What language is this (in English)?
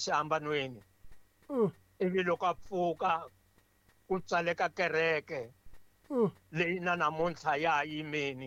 Tsonga